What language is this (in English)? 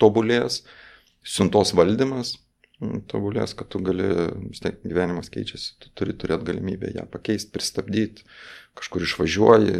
Lithuanian